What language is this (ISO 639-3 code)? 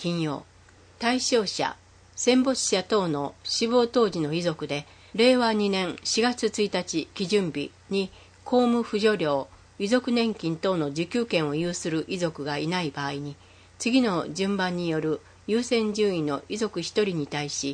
jpn